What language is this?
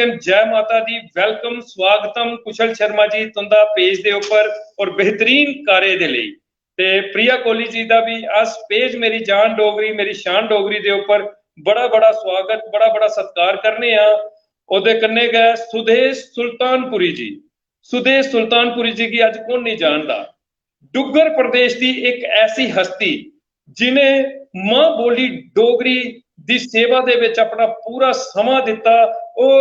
Dogri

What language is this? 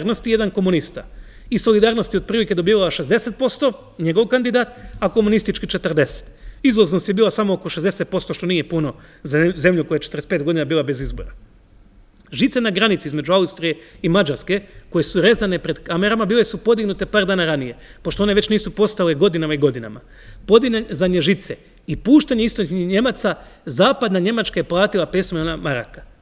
Croatian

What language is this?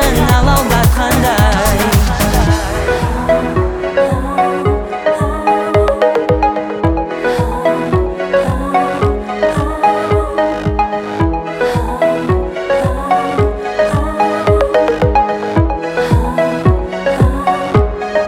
Kazakh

